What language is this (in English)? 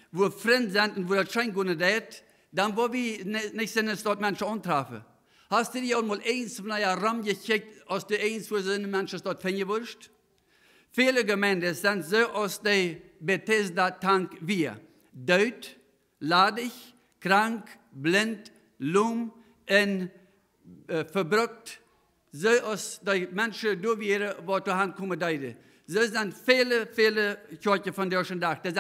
Plautdietsch